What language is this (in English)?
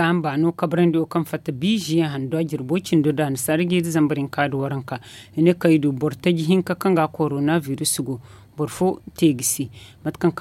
Zarma